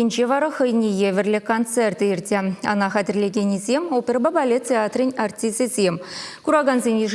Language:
Chuvash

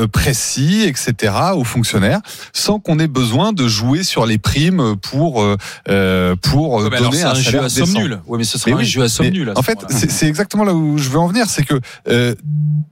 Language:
French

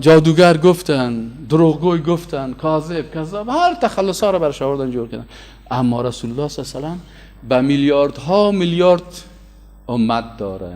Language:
Persian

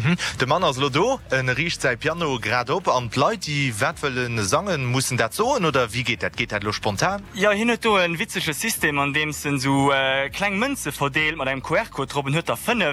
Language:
Luxembourgish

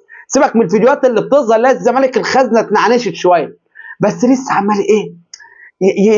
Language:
Egyptian Arabic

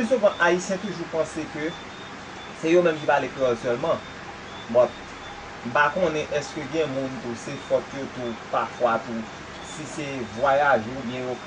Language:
Haitian Creole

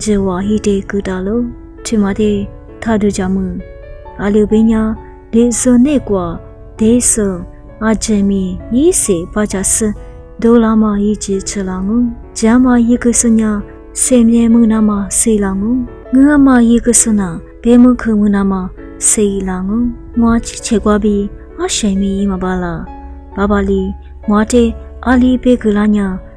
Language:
Lisu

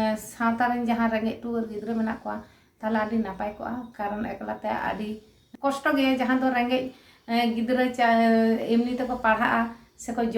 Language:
Santali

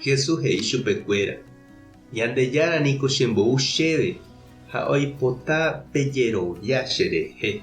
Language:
Guarani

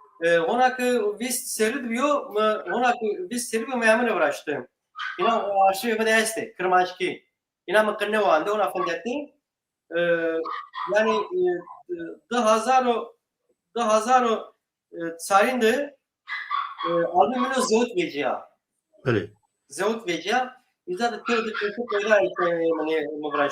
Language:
Zaza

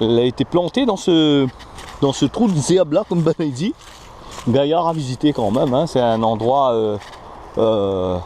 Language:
Réunion Creole French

